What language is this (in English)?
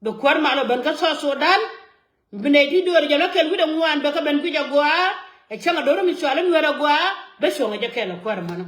Nuer